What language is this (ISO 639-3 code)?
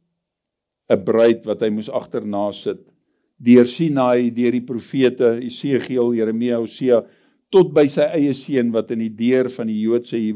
afr